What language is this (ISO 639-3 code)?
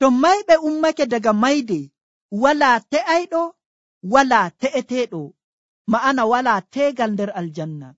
fuv